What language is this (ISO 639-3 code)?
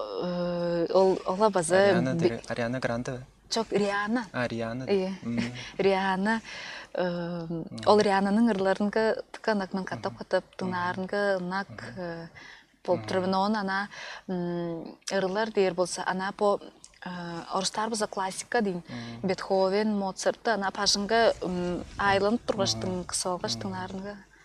tyv